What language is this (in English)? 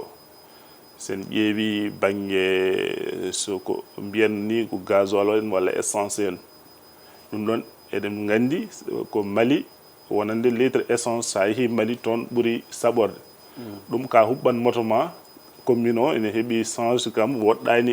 Fula